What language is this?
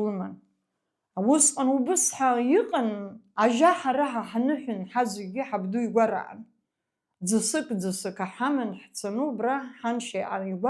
Abkhazian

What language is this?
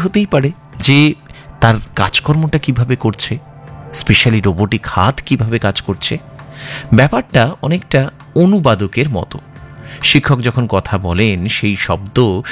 Bangla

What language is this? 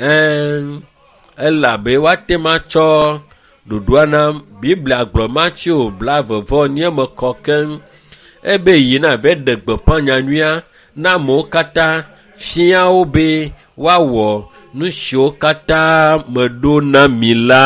Ewe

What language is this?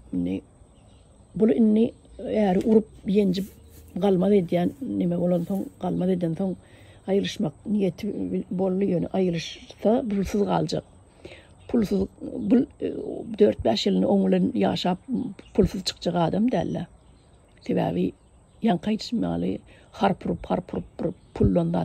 Turkmen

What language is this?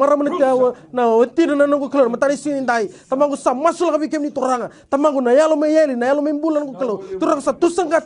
Fijian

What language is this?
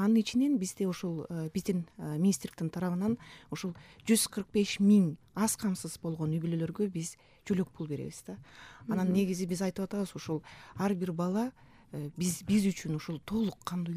Kyrgyz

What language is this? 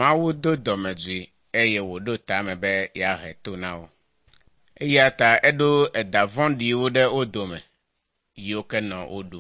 Ewe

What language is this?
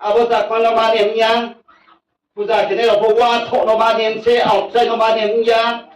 Riang (India)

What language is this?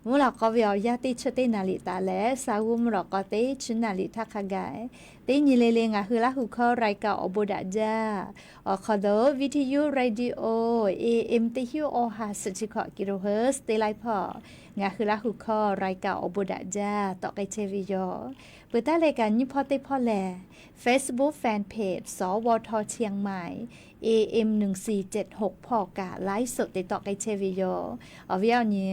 Lahu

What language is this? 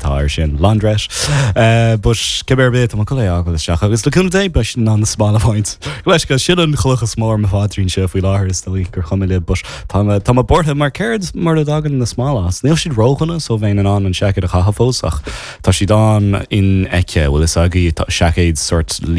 Irish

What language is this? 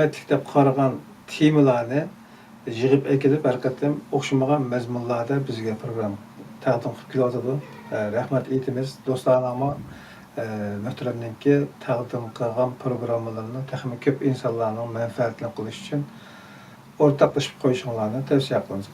Uyghur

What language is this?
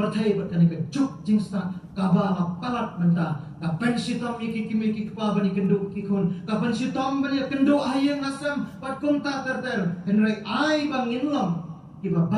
Khasi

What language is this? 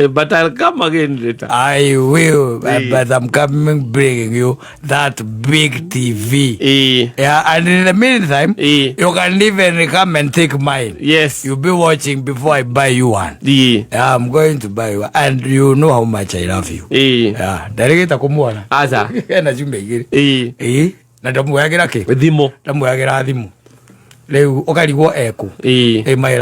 Kikuyu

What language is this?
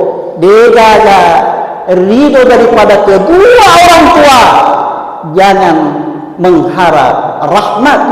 Buginese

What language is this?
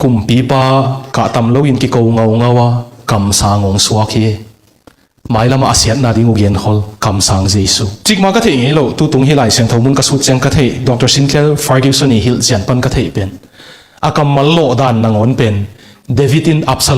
Tedim Chin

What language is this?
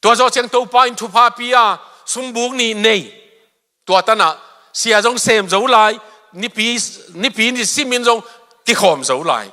Tedim Chin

